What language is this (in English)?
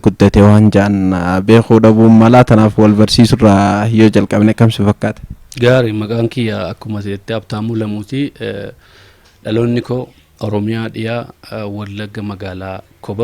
Oromo